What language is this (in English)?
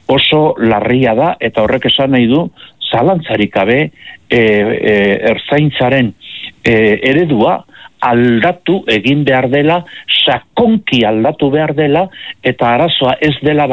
Basque